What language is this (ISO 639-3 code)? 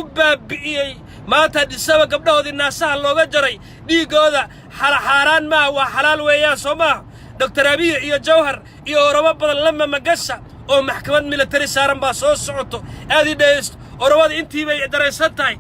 som